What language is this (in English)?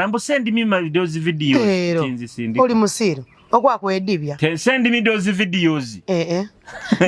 Nyoro